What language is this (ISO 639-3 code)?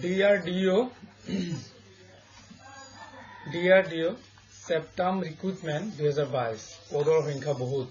asm